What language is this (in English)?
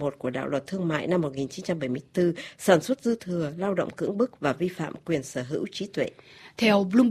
Vietnamese